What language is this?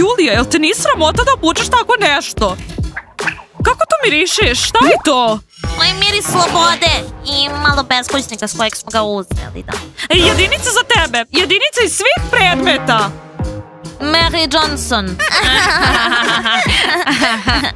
Serbian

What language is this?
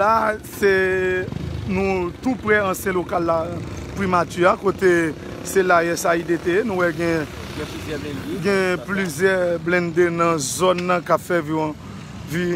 Haitian Creole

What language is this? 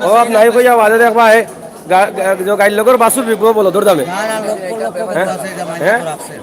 Sylheti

